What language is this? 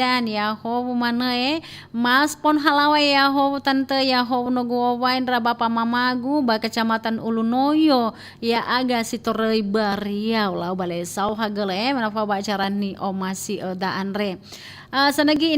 Nias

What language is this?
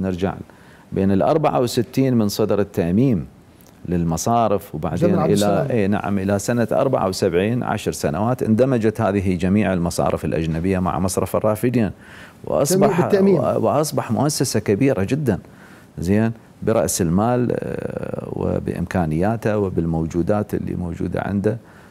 Mesopotamian Arabic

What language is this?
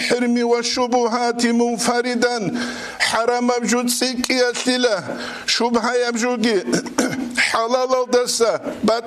Avaric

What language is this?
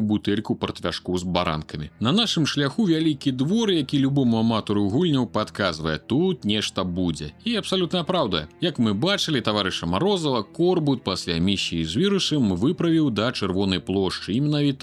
Belarusian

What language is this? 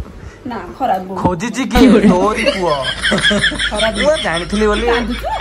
Odia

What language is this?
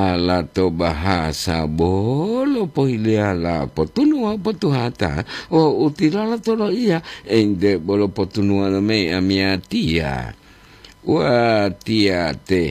Gorontalo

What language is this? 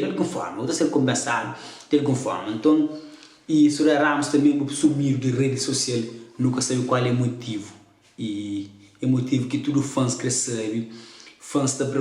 Kabuverdianu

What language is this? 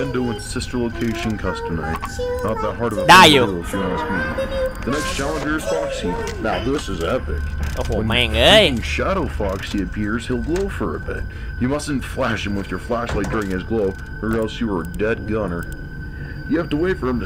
Thai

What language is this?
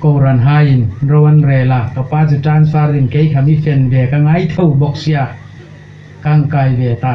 Hmar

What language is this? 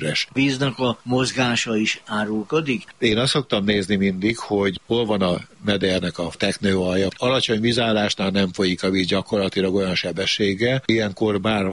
Hungarian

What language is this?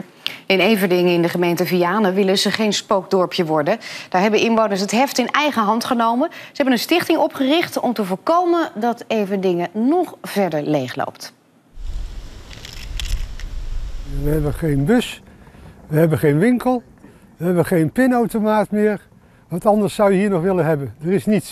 Dutch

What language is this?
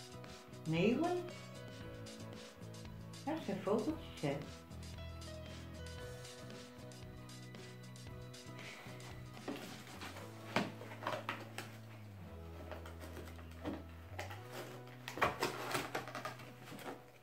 Dutch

